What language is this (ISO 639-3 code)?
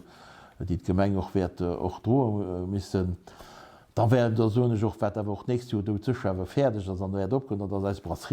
ltz